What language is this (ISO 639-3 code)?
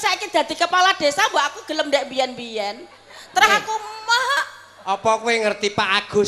jav